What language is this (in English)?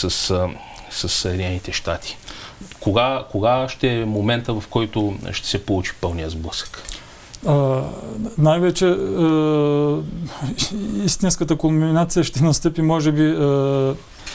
Bulgarian